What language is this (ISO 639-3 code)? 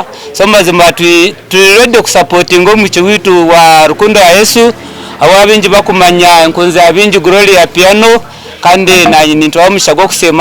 nyn